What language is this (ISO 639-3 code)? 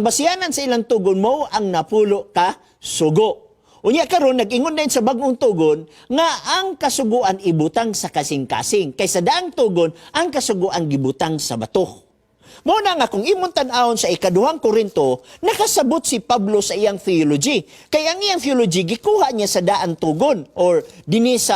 ceb